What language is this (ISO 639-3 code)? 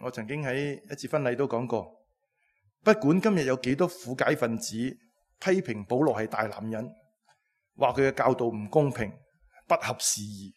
yue